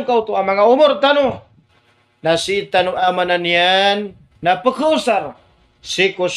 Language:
Maranao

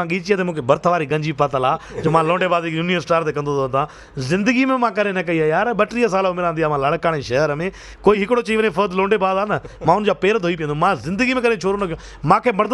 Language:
Sindhi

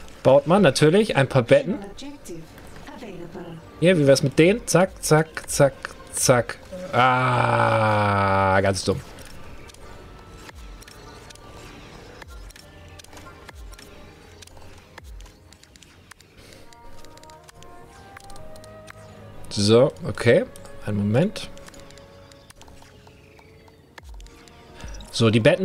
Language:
German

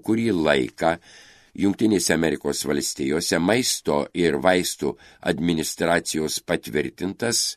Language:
Lithuanian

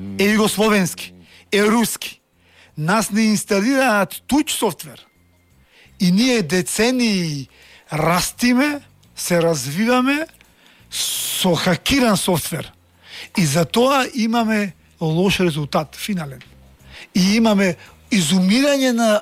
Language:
Macedonian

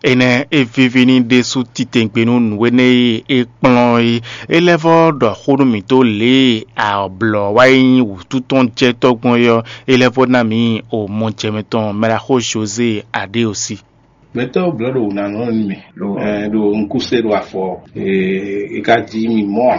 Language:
Fon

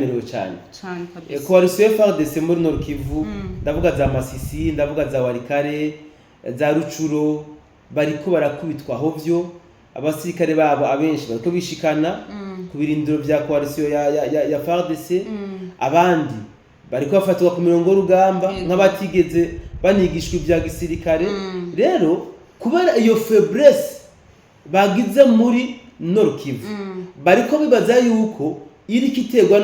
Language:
Rundi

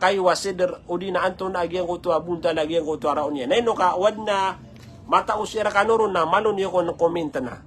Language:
Maranao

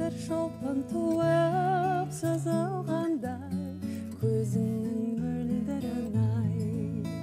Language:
Kazakh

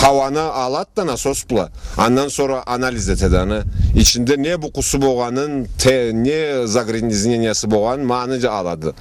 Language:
Karachay-Balkar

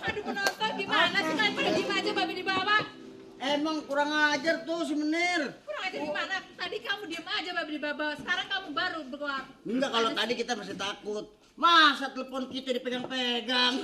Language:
Betawi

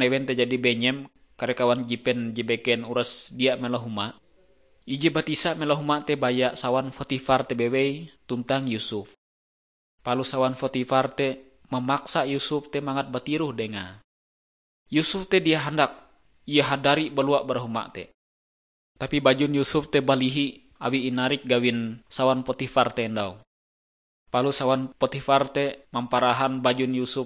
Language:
Ngaju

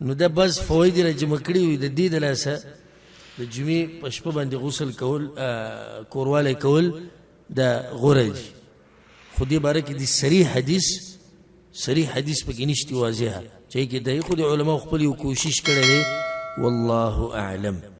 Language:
Pashto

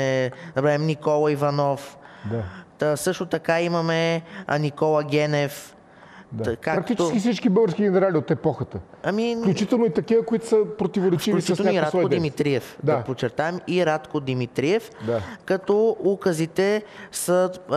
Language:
Bulgarian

